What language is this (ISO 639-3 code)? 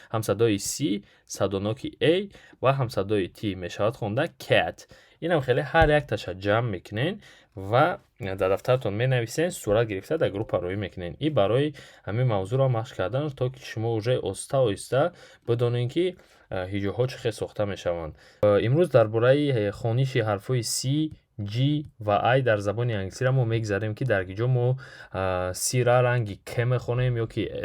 tgk